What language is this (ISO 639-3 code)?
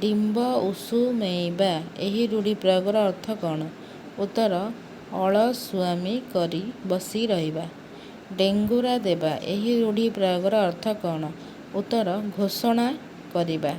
ori